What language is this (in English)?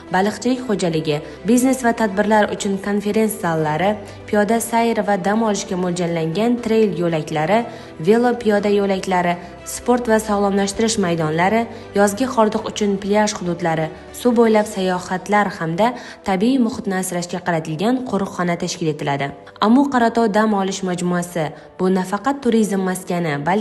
Uzbek